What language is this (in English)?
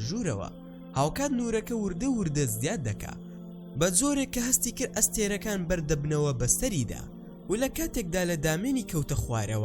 Central Kurdish